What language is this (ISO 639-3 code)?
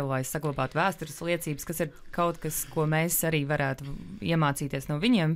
lav